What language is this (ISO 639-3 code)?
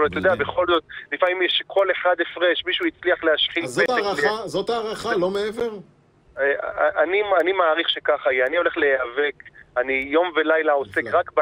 heb